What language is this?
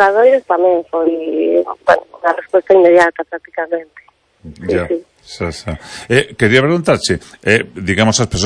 Galician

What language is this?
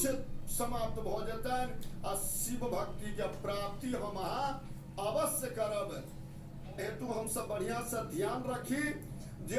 Maithili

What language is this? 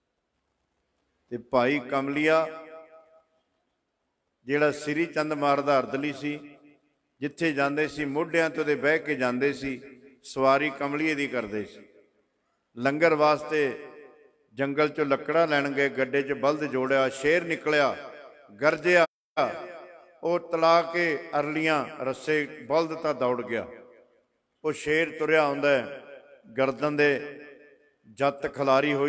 Punjabi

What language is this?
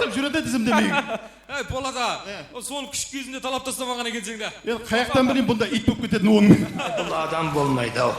Kara-Kalpak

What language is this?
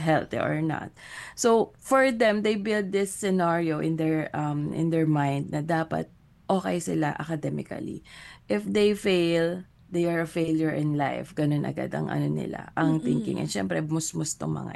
Filipino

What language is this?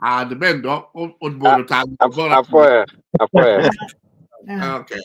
Acoli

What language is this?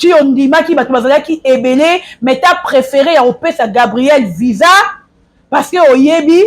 Lingala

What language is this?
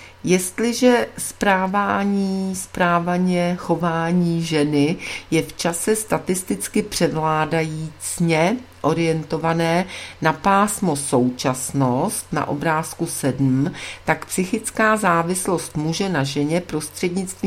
Czech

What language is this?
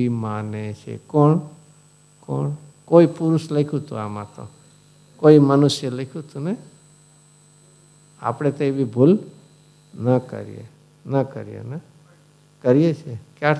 Gujarati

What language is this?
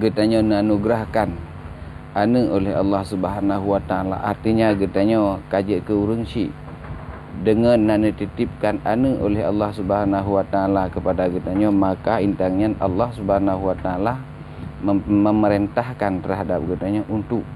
Achinese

